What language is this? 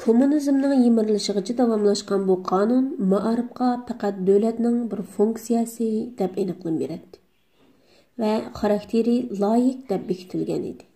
Uyghur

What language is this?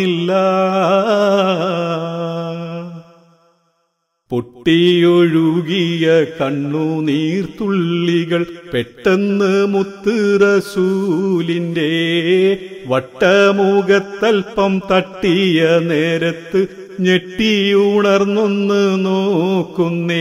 Malayalam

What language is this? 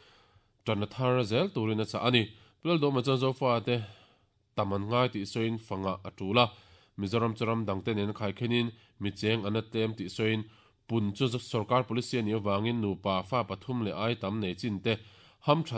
Mizo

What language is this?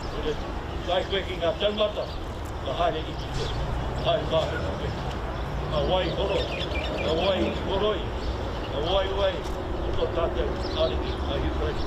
Māori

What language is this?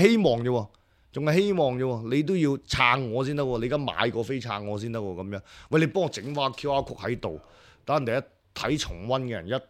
Cantonese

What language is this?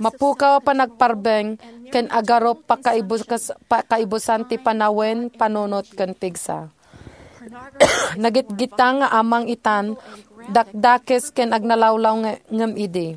Iloko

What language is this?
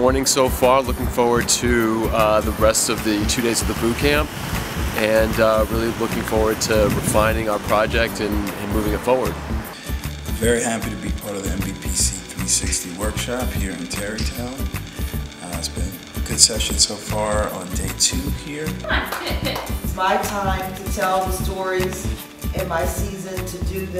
English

